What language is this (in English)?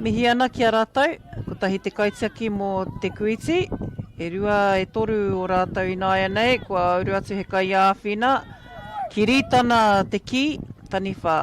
Māori